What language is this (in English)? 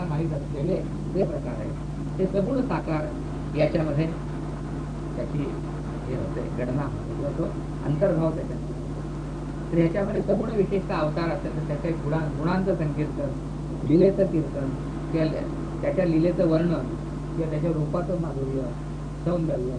Marathi